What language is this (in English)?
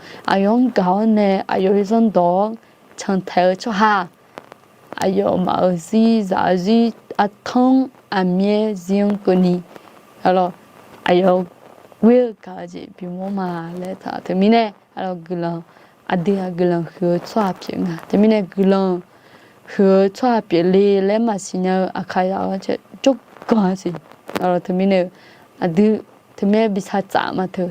Akha